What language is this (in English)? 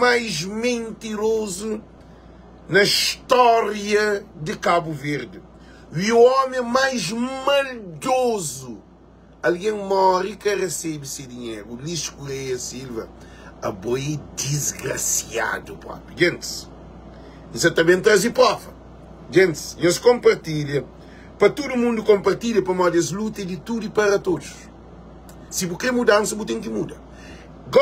Kabuverdianu